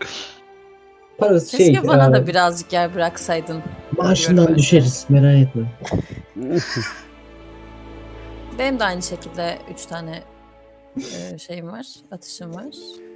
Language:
Turkish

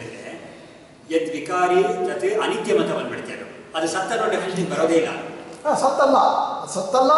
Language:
Kannada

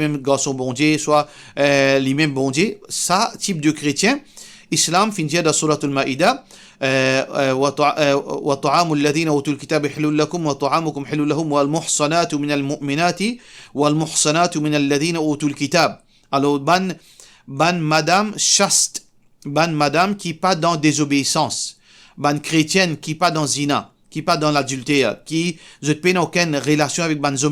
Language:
Morisyen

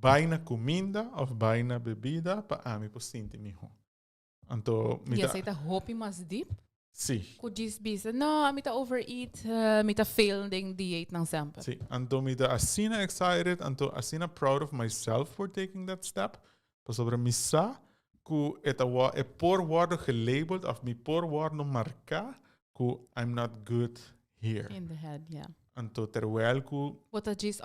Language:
Papiamento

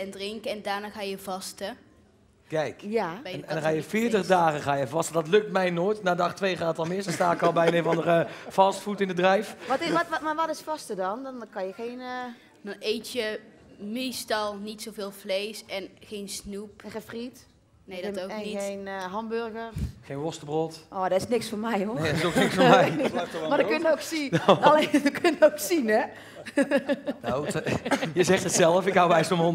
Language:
Dutch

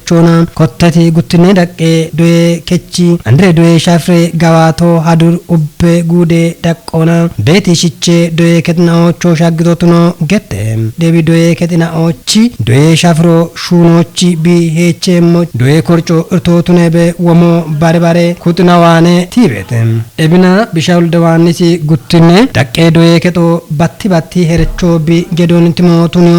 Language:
Kafa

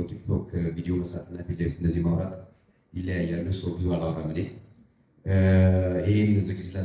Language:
Amharic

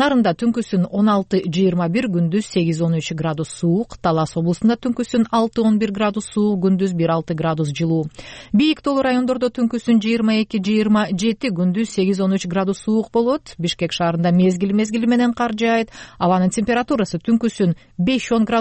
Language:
Kyrgyz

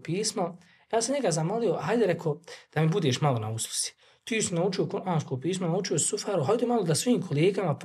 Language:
Bosnian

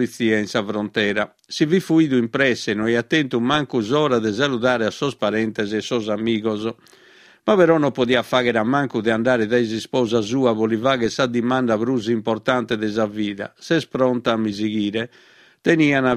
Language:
Sardinian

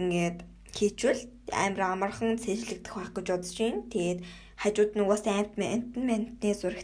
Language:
Mongolian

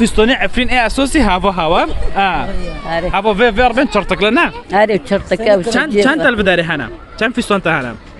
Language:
Kurdish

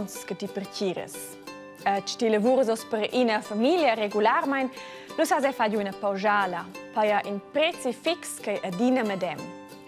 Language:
Romansh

